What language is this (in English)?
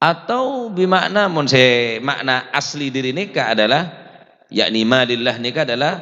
Madurese